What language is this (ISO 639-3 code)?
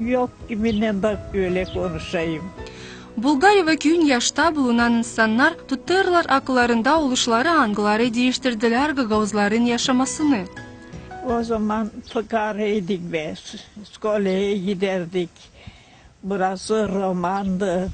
gag